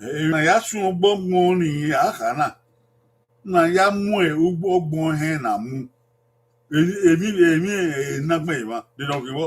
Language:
Bini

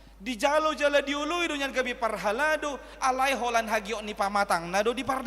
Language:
Batak Toba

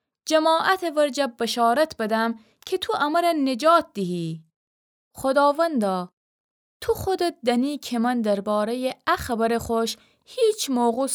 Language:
Gilaki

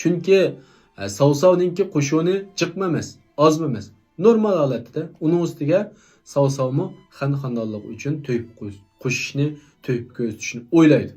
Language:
Uyghur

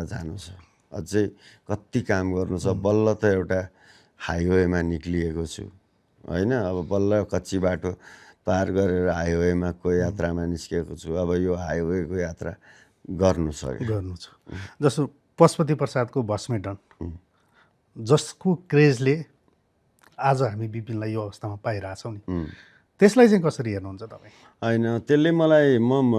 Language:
Nepali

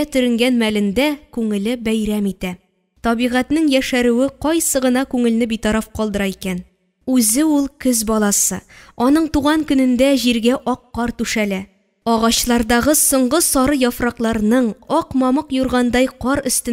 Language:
Tatar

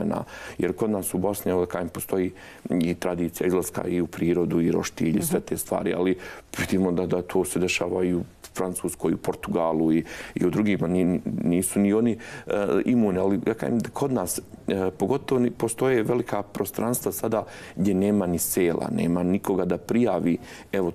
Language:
Croatian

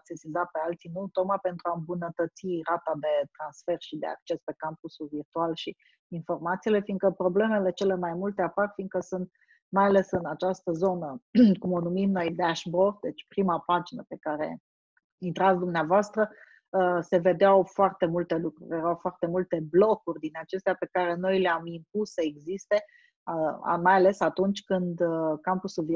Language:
Romanian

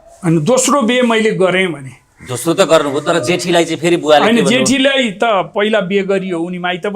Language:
Nepali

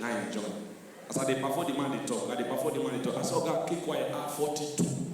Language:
Nigerian Pidgin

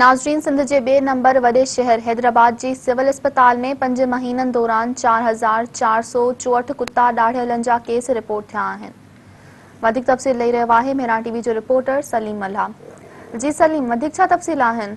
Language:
Sindhi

